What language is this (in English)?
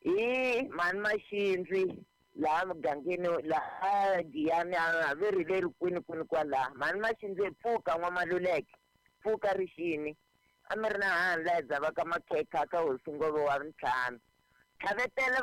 Tsonga